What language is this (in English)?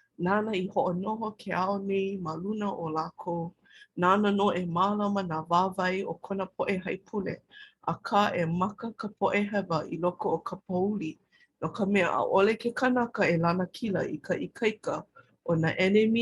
Hawaiian